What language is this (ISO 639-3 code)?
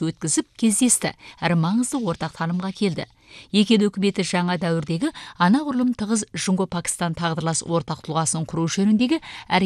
kaz